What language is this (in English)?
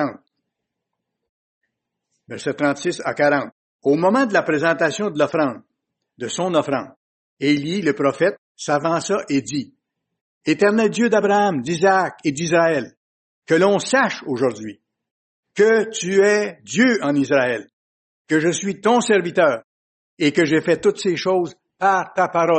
French